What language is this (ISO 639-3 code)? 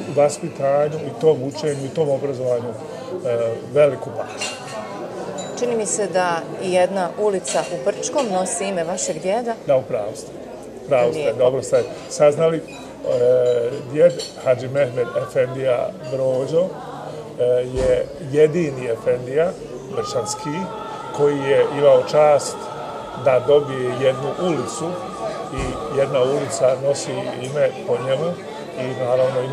bos